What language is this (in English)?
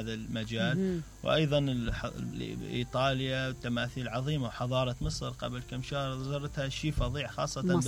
Mesopotamian Arabic